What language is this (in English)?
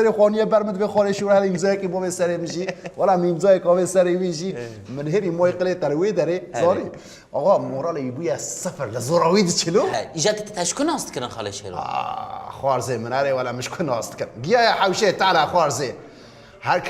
Kurdish